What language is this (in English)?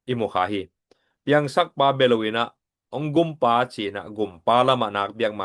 Tedim Chin